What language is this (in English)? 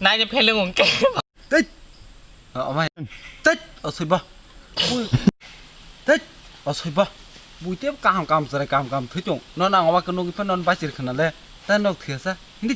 Kok Borok